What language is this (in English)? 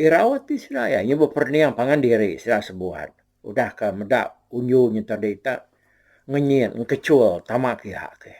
Iban